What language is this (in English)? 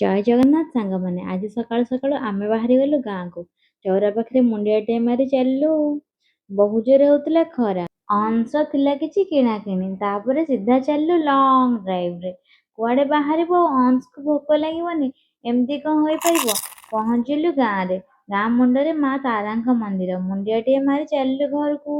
Odia